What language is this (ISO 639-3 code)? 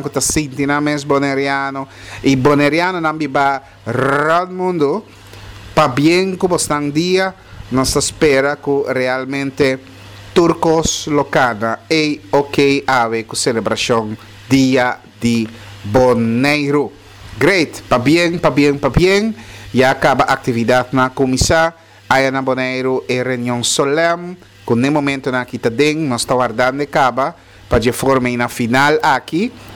pap